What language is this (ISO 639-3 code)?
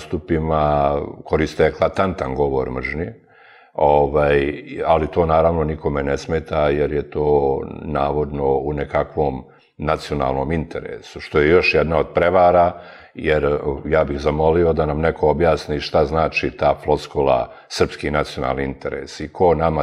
srp